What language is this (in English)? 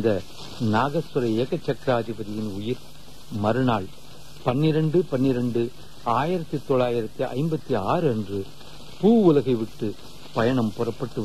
Tamil